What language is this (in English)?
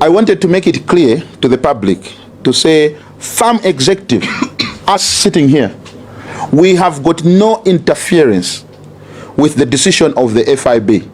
Nyanja